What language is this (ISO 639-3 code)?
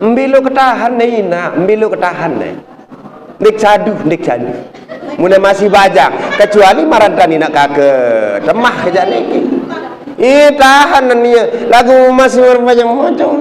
sas